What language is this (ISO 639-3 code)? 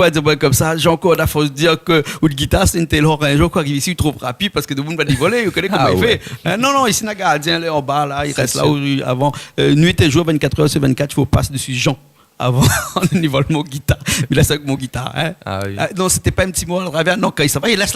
rcf